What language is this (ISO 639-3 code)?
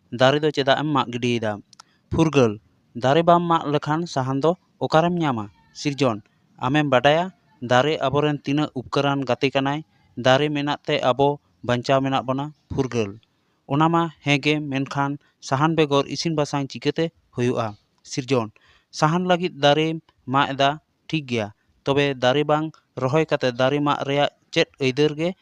sat